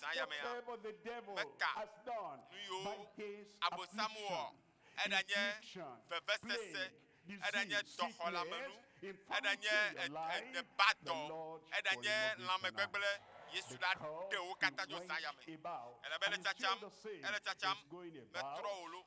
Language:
Ewe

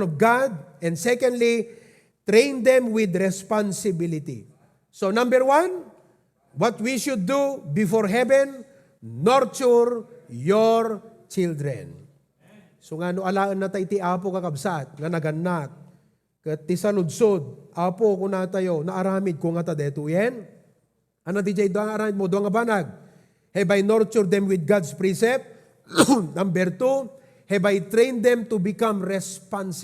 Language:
Iloko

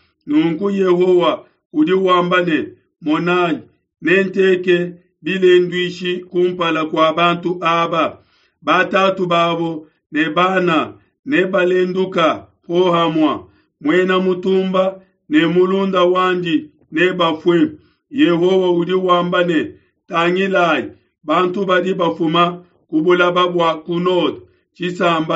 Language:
Luba-Lulua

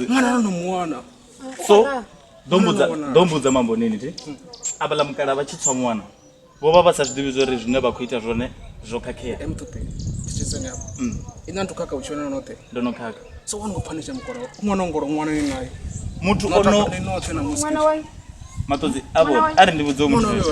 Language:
Venda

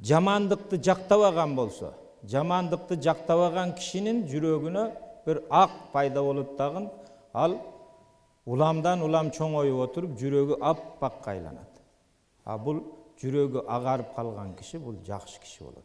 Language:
Kyrgyz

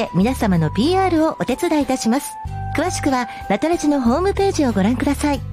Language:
Japanese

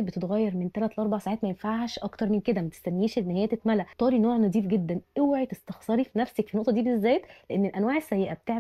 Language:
Egyptian Arabic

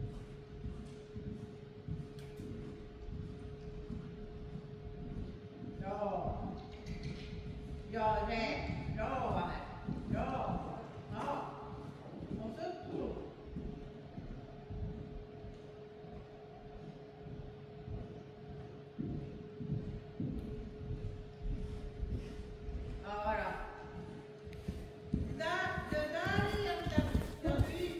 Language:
Swedish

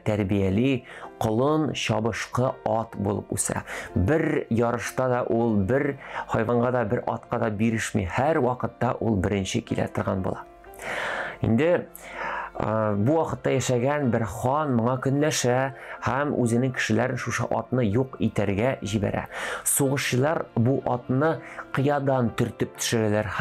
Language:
Tatar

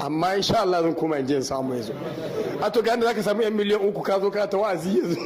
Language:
Hausa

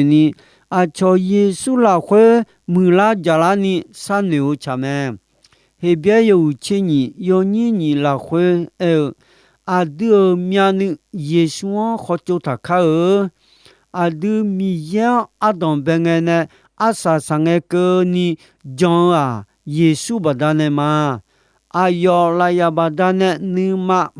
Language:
Akha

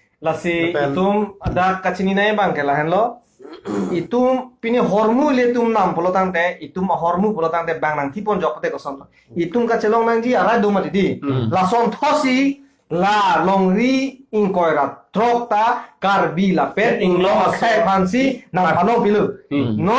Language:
Karbi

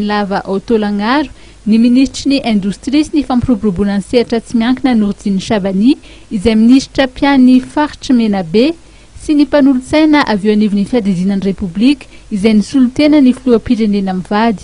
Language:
Malagasy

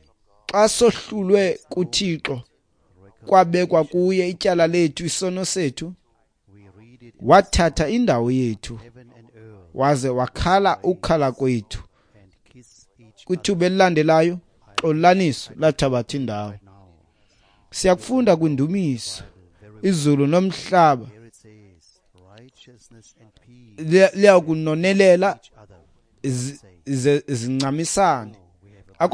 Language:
Xhosa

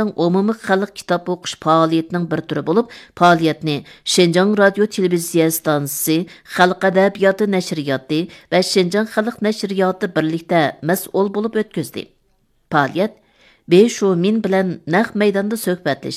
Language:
Uyghur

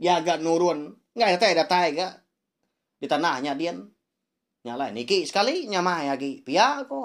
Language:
Iban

